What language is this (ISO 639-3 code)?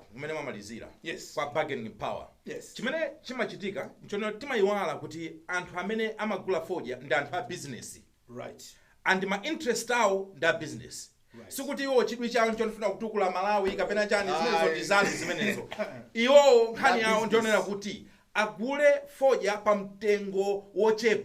nya